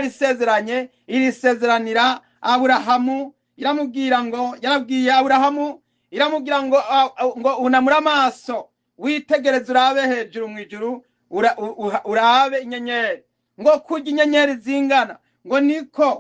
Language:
Rundi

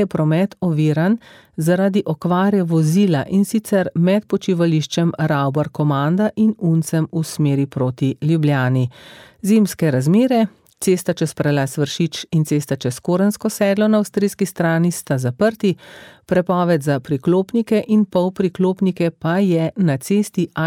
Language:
Slovenian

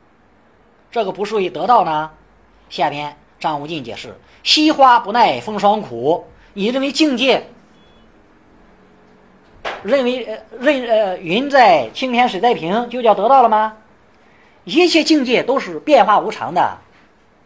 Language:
Chinese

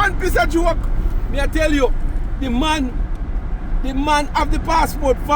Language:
Jamaican Creole English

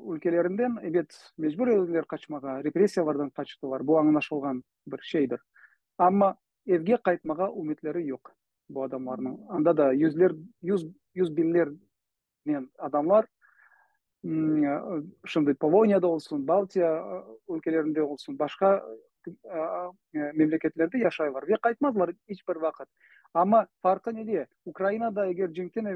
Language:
Crimean Tatar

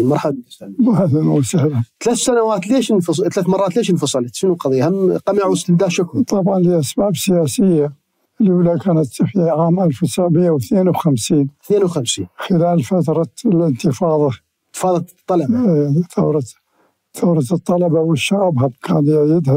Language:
Mesopotamian Arabic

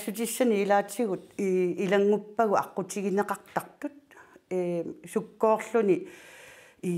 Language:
Kalaallisut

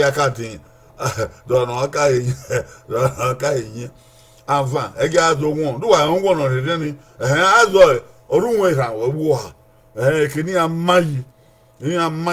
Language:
Bini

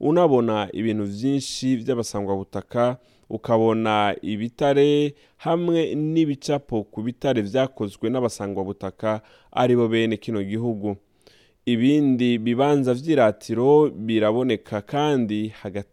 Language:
Rundi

